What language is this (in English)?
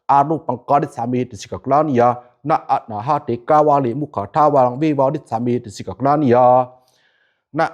Pali